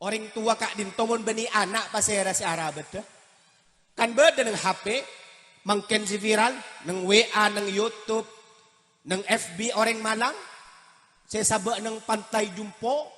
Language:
Madurese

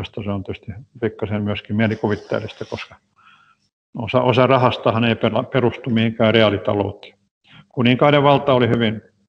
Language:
Finnish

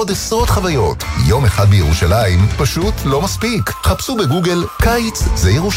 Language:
Hebrew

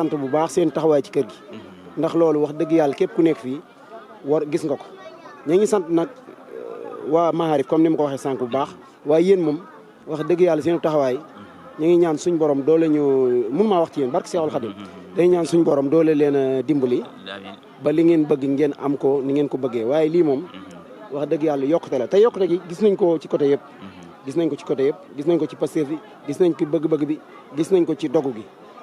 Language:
Wolof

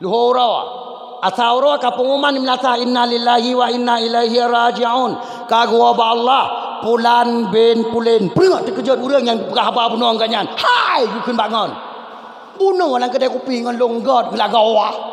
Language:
Achinese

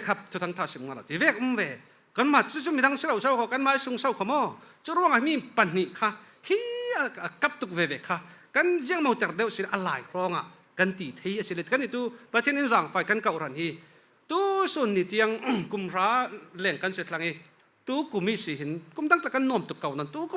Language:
Falam Chin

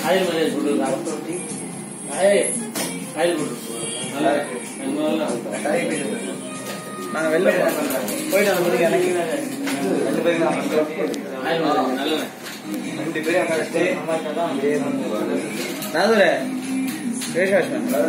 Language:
Tamil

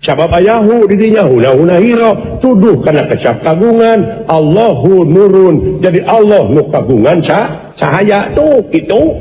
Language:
Sundanese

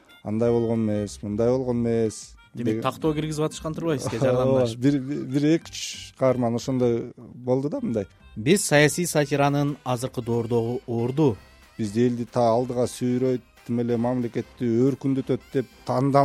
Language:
Kyrgyz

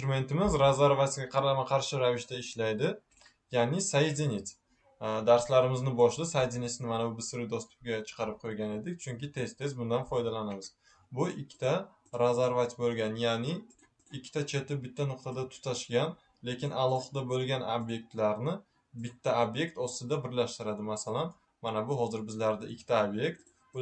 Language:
Uzbek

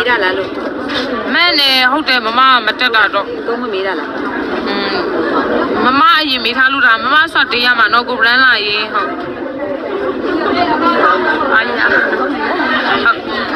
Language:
Burmese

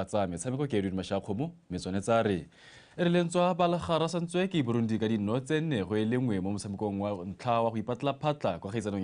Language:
Tswana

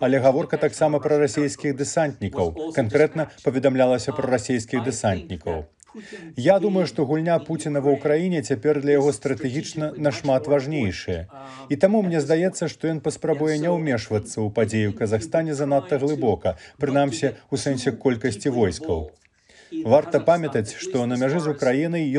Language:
Belarusian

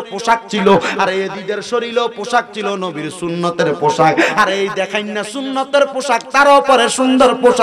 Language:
Bangla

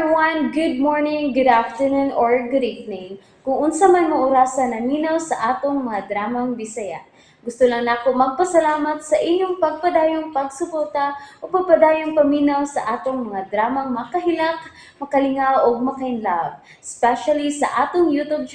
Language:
Cebuano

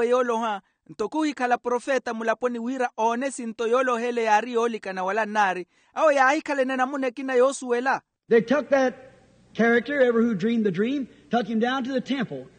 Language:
Makhuwa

